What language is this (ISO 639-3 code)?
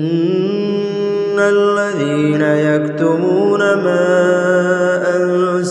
ara